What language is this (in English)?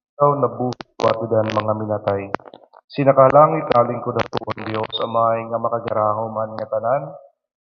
Waray